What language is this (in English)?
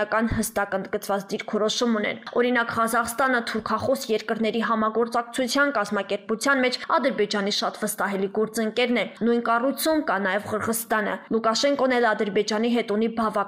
Armenian